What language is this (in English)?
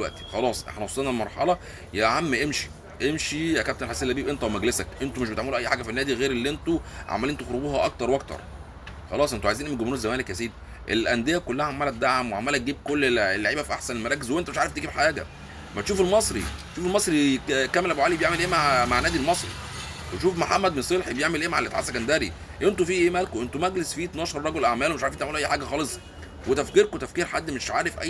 Egyptian Arabic